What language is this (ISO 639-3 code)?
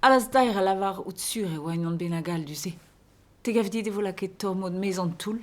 bre